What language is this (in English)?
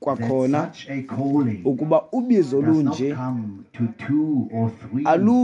Xhosa